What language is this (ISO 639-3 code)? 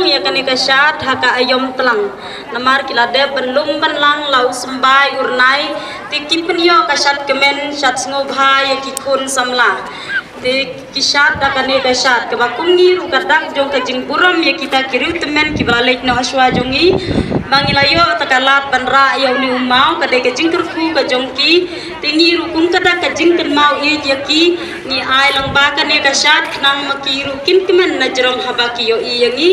kha